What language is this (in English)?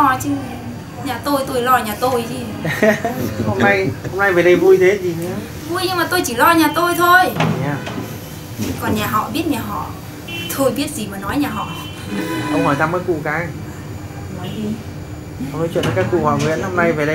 Vietnamese